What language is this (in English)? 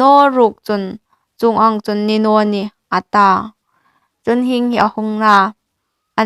Hmar